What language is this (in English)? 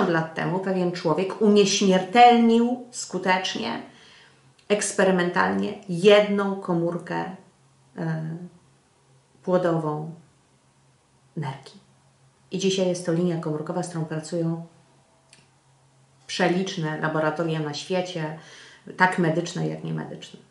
Polish